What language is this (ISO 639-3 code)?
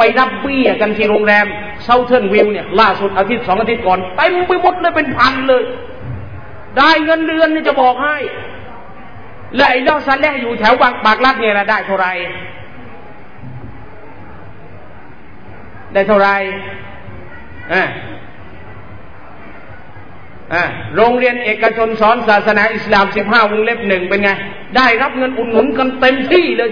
tha